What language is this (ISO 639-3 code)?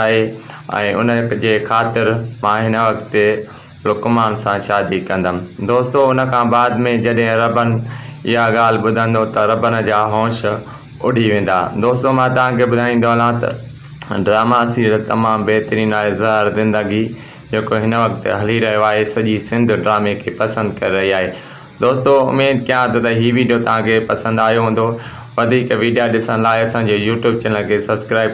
snd